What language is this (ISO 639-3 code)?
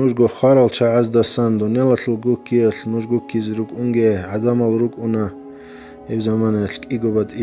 ava